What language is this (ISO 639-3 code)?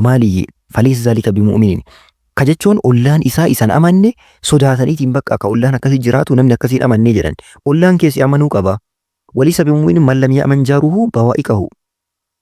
orm